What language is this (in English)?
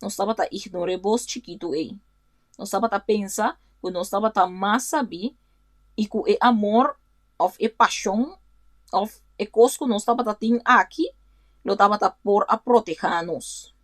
Papiamento